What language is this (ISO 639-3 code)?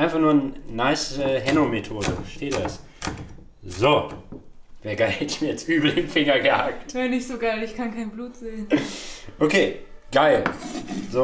deu